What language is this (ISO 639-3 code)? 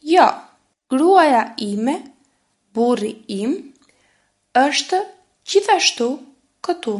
sqi